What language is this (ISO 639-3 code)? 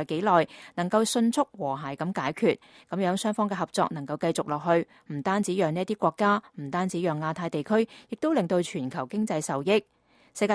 yue